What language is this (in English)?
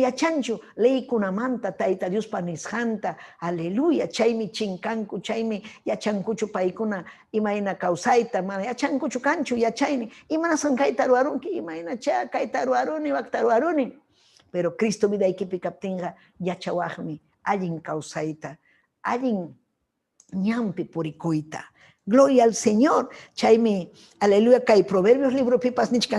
Ayacucho Quechua